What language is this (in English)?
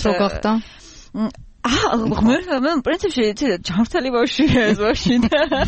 Georgian